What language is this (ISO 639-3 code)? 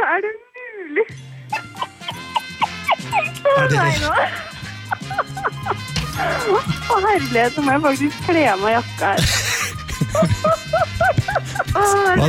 nor